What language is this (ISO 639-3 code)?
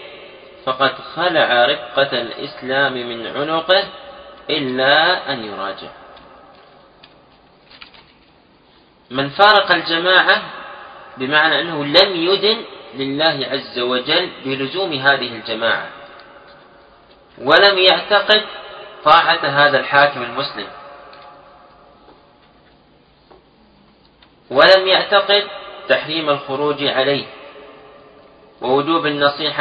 ara